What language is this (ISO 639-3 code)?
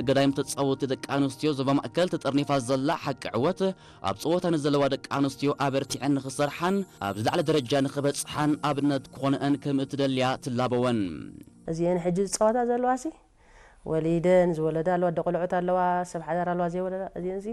tir